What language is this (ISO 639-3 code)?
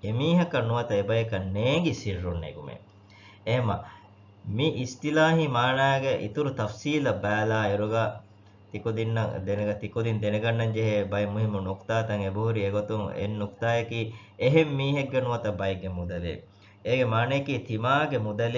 div